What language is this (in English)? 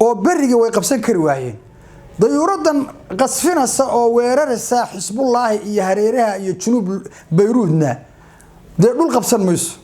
Somali